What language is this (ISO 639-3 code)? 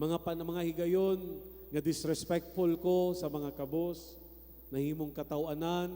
ceb